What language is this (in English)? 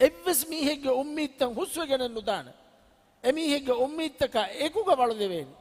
Divehi